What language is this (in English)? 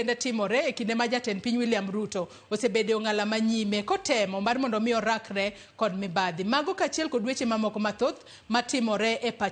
Luo (Kenya and Tanzania)